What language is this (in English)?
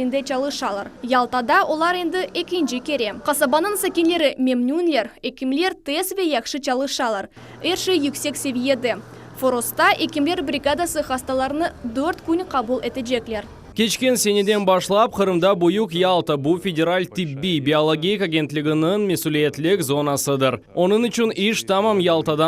Crimean Tatar